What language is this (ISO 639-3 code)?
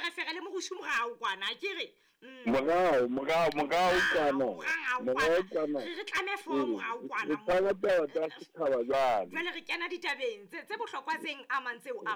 sot